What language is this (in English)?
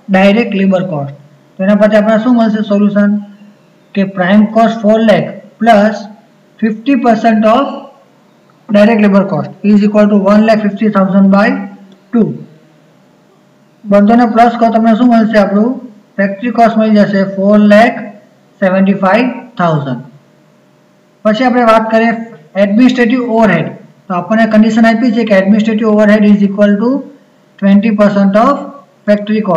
Gujarati